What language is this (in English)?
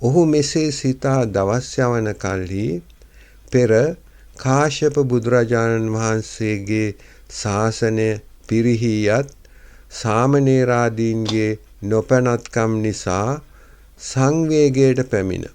Sinhala